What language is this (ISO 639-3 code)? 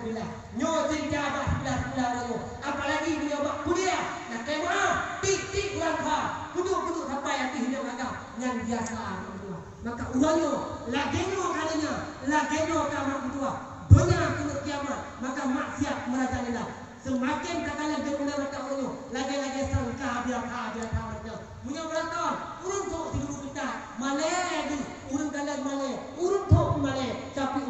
msa